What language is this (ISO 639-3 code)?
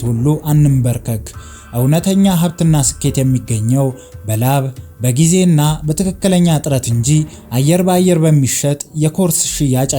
amh